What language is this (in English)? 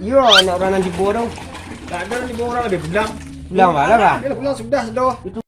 Minangkabau